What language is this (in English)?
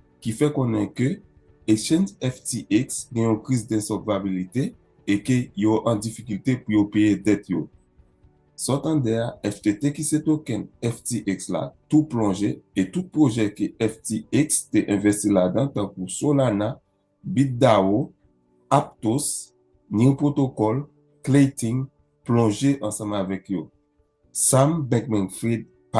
Haitian Creole